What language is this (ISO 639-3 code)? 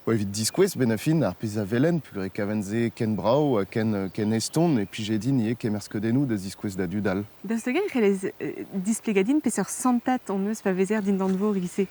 bre